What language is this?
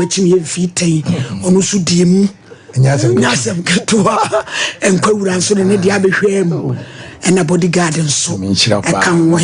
Akan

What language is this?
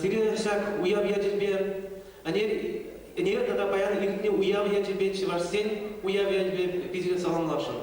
Chuvash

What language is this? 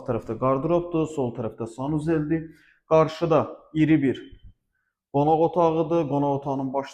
Azerbaijani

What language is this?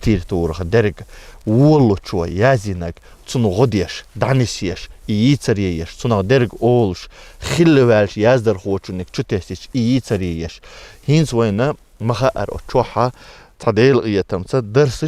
Chechen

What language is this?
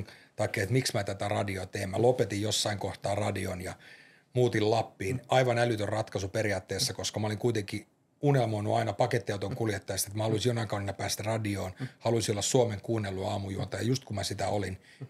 Finnish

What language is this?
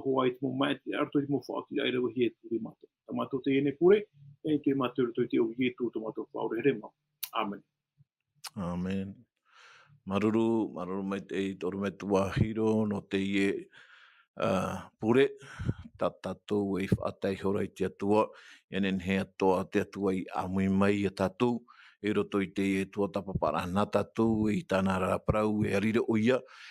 Tahitian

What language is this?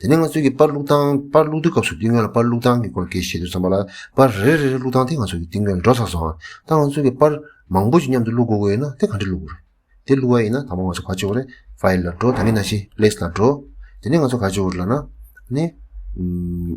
Tibetan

